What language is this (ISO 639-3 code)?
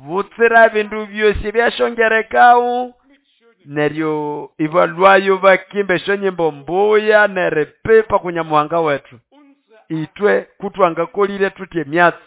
nnb